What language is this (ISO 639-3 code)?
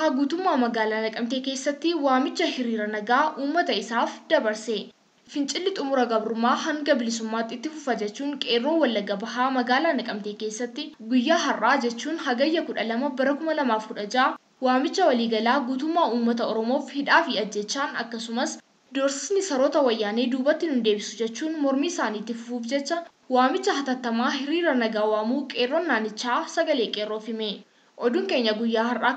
orm